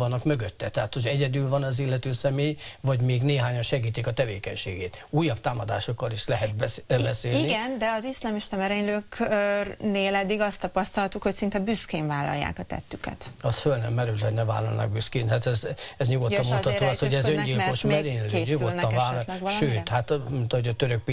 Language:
Hungarian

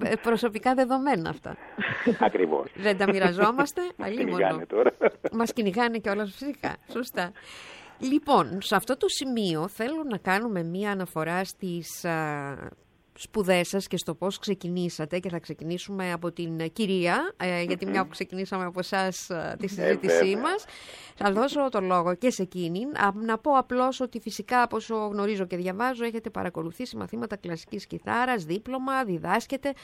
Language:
Greek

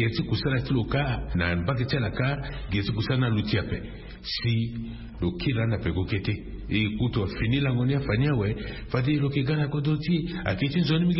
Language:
Sango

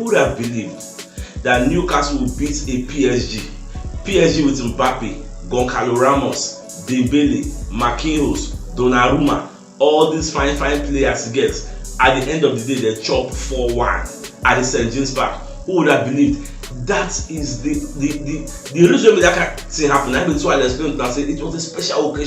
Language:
Nigerian Pidgin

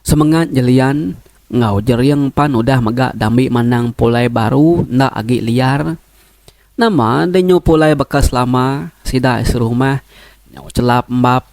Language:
Iban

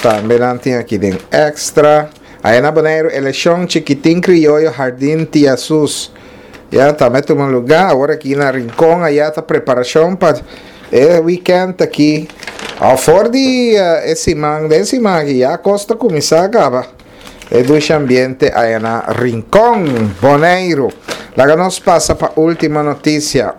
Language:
Papiamento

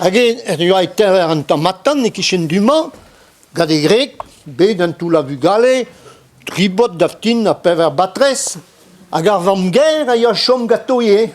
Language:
Breton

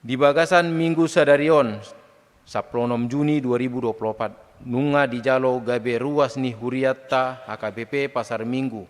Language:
Batak Toba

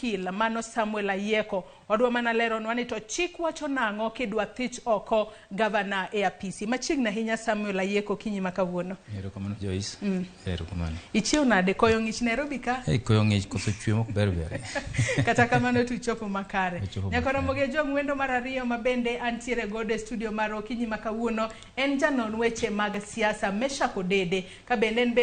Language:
Luo (Kenya and Tanzania)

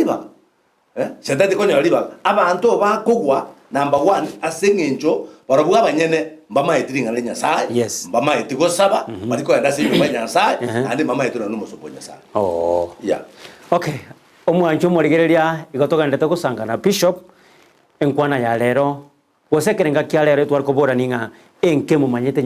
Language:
Gusii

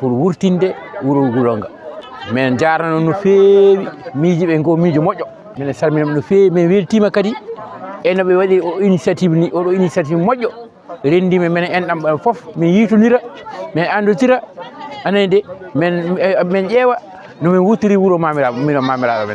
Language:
Fula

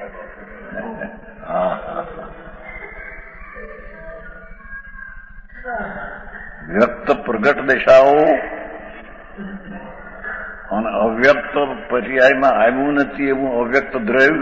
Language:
Gujarati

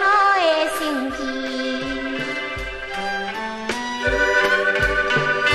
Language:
Chinese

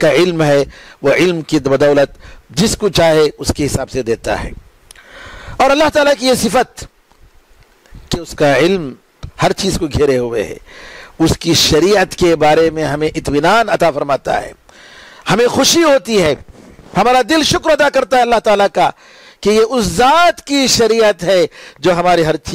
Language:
Urdu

